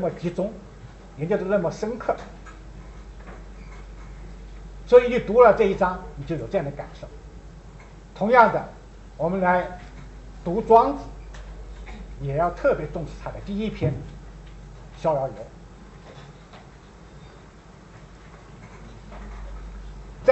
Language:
Chinese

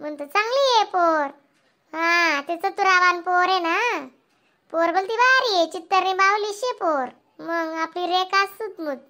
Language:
Khandesi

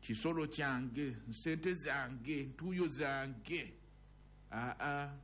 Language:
Ganda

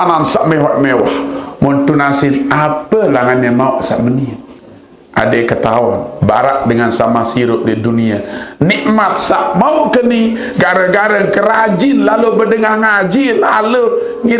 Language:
Sasak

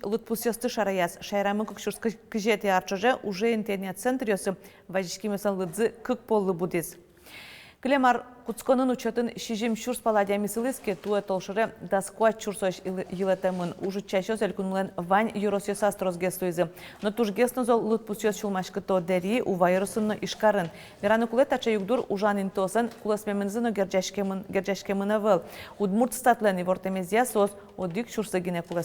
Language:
Udmurt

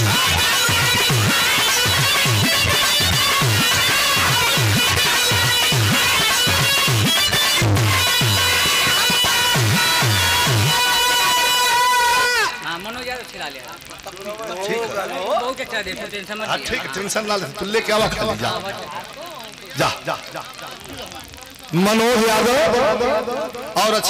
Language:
Bhojpuri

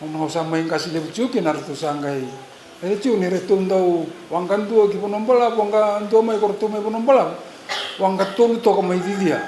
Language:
Fijian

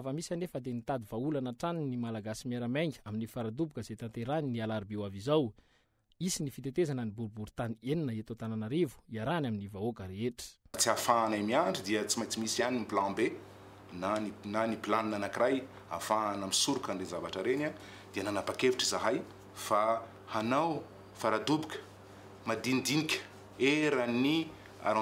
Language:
Malagasy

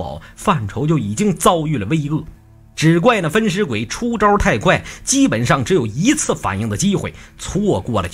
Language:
Chinese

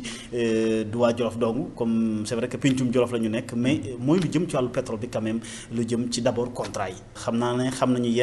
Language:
Wolof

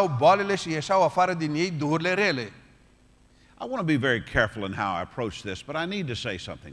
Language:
Romanian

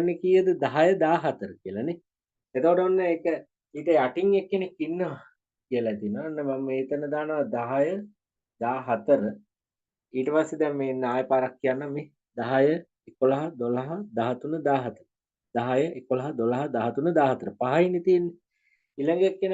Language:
Sinhala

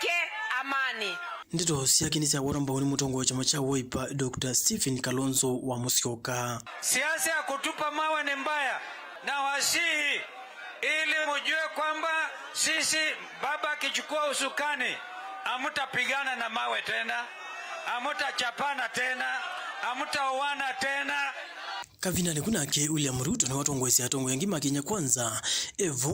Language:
Kamba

